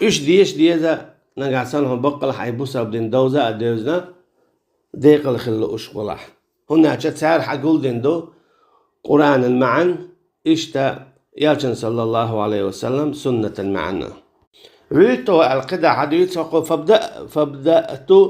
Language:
Chechen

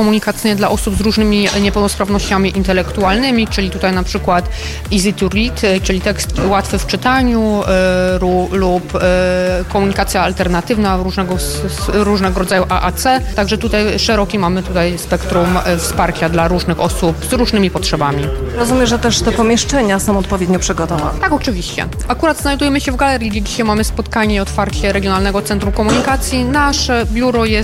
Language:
Polish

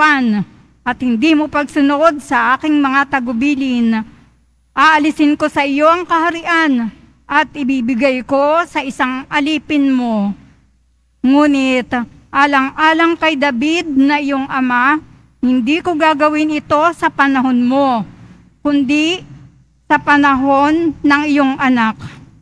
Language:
Filipino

